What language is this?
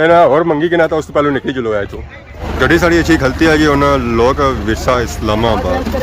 Pahari-Potwari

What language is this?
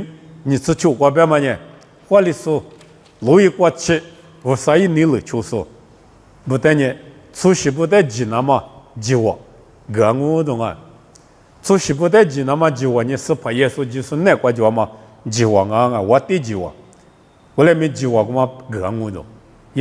Lisu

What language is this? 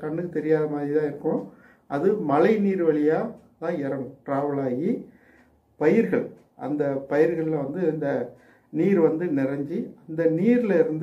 Tamil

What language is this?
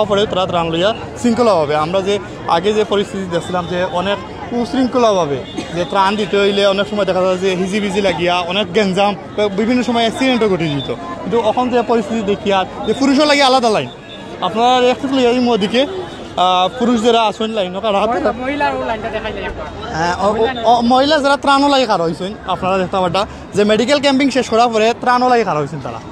Sylheti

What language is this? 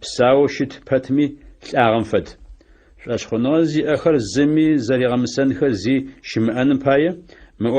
Adyghe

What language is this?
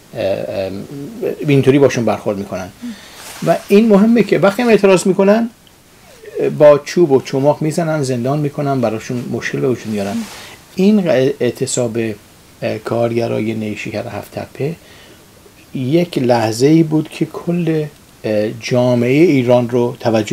Persian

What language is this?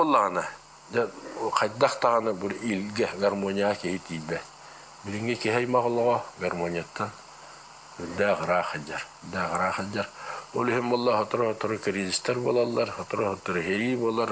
Yakut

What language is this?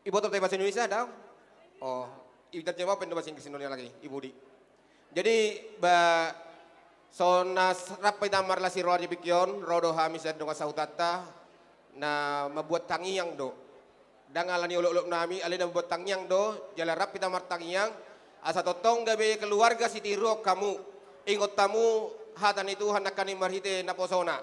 Batak Toba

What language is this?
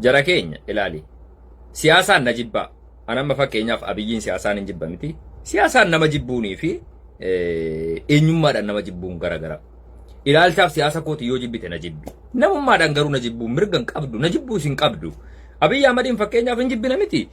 Oromo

